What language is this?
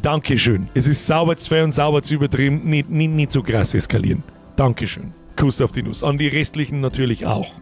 Bavarian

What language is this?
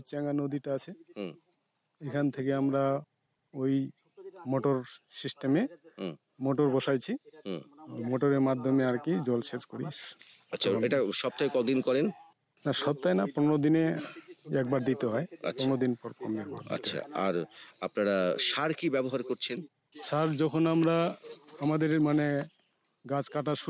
Bangla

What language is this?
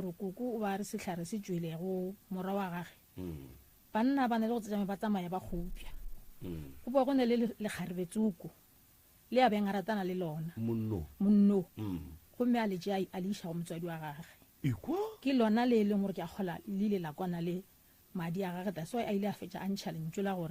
Northern Sotho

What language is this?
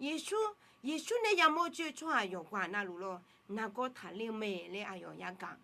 Akha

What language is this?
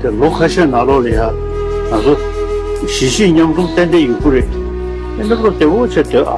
Tibetan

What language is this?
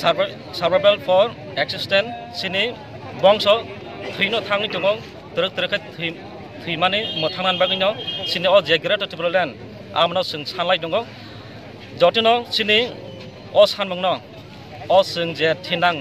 Kok Borok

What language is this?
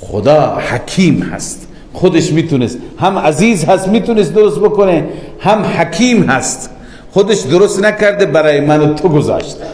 Persian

